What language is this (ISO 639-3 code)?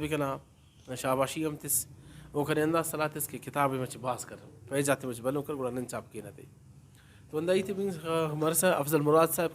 brh